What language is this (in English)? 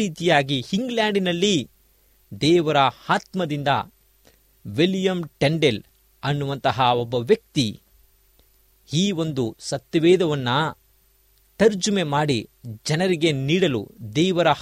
Kannada